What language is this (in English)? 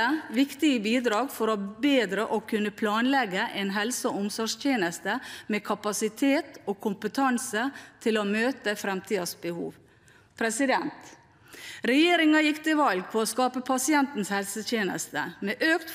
Norwegian